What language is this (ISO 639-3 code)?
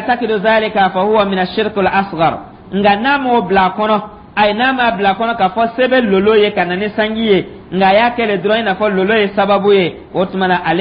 dyu